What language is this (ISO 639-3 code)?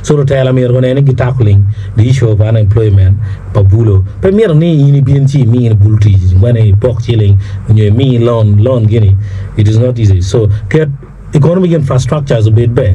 ach